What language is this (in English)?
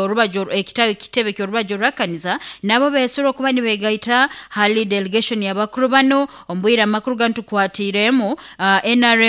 Nyoro